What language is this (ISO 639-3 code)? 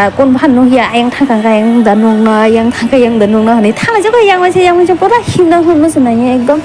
trp